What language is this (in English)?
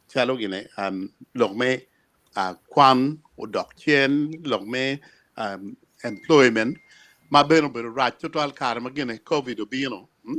Acoli